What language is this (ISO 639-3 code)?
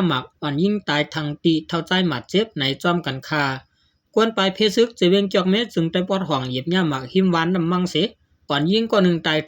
shn